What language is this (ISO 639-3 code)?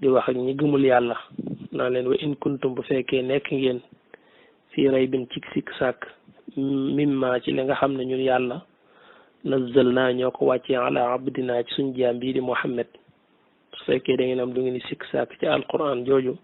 wol